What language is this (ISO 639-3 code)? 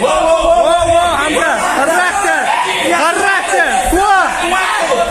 che